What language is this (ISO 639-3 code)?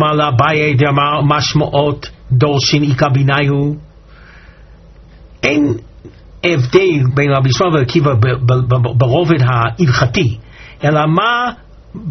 heb